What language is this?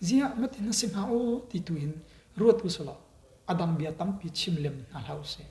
Hakha Chin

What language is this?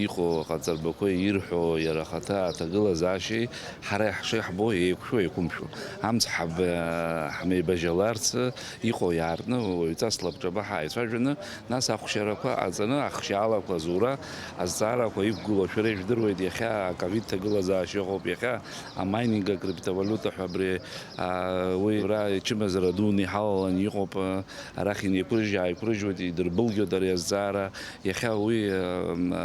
Abkhazian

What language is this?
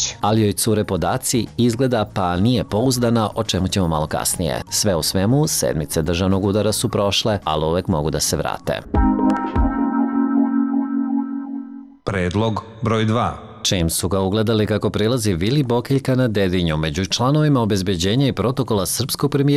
Serbian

